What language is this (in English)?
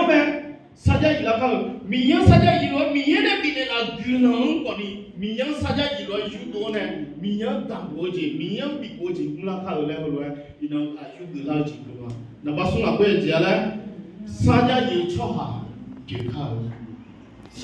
Akha